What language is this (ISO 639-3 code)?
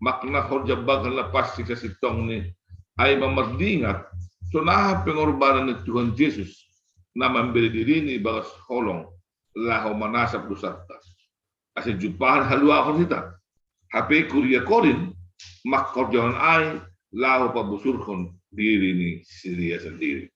bts